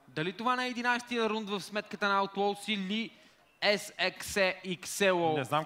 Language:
Bulgarian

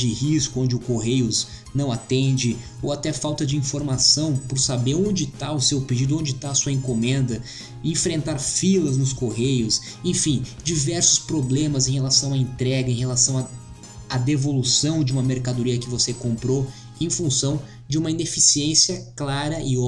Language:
Portuguese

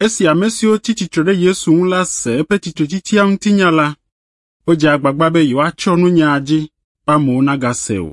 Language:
Ewe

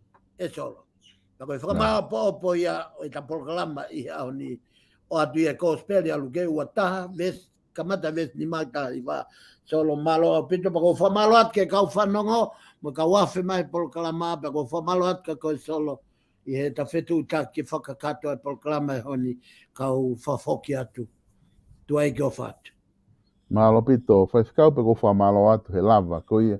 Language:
Tongan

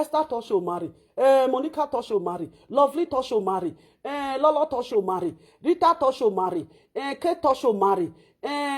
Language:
Nigerian Pidgin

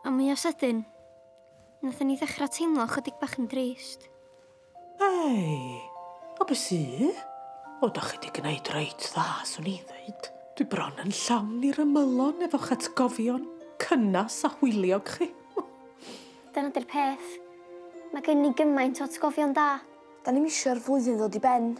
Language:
Welsh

